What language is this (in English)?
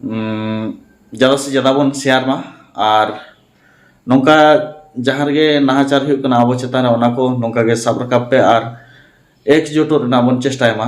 Santali